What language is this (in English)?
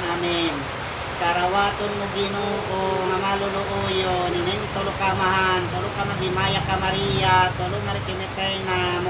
Waray